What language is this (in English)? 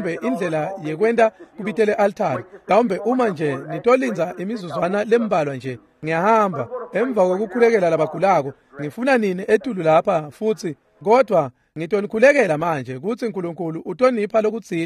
Swati